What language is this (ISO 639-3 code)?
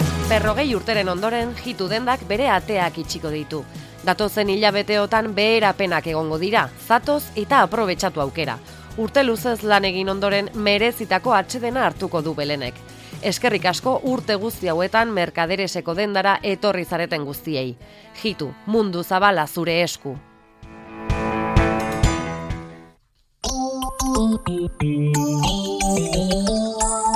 eus